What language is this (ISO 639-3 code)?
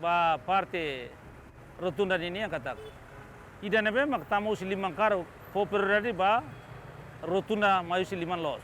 tet